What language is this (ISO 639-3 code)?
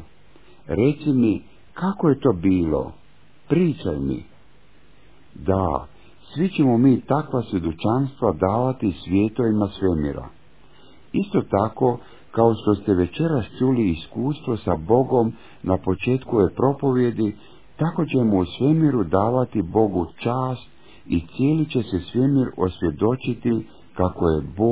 hrv